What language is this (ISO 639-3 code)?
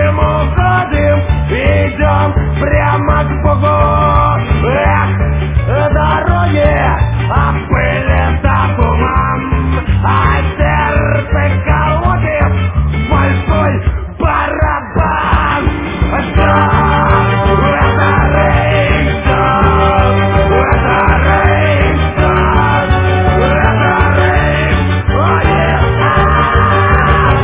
rus